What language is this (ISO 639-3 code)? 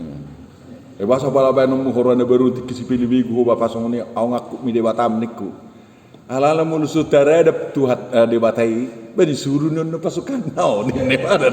bbc